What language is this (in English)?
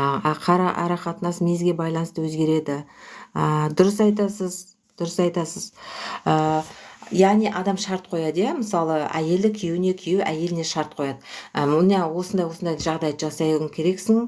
Kazakh